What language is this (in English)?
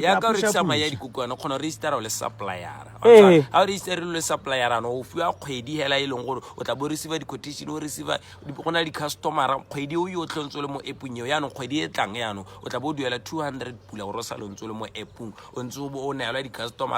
Tswana